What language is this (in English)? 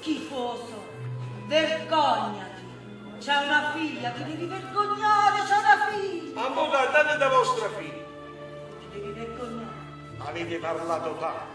Neapolitan